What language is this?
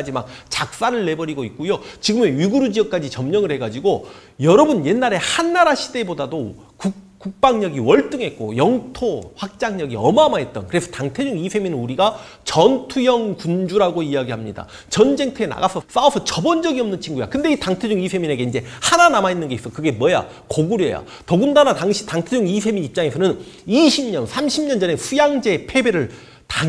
Korean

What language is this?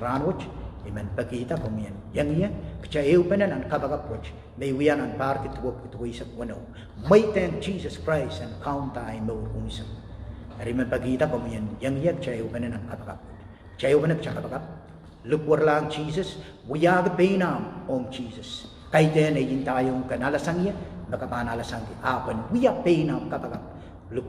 Pohnpeian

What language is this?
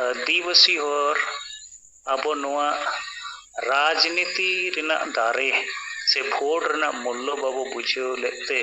Santali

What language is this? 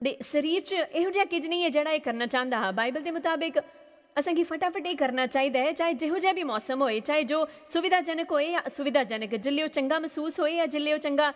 Dogri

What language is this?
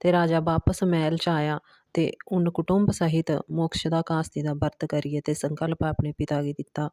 Dogri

